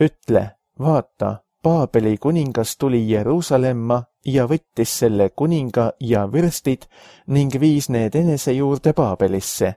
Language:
Estonian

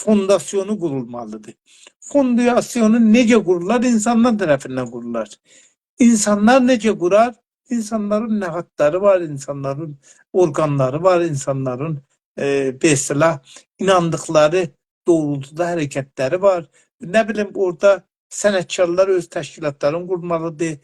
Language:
South Azerbaijani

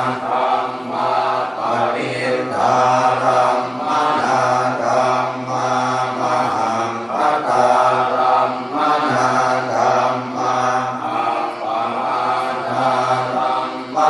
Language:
Pali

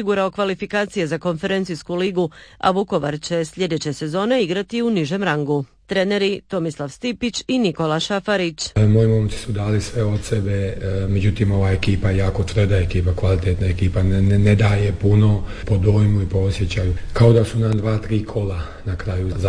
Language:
Croatian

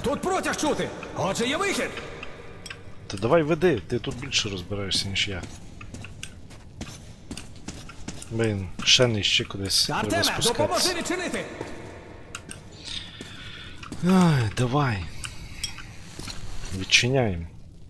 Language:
Ukrainian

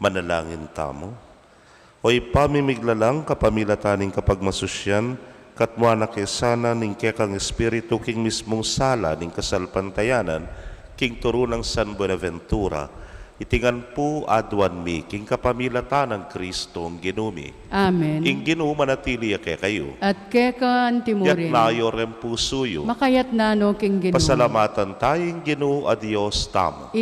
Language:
Pampanga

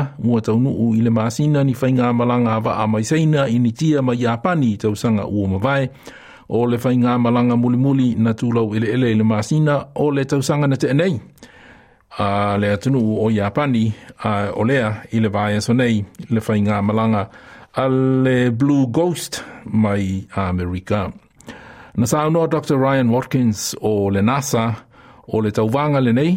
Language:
Samoan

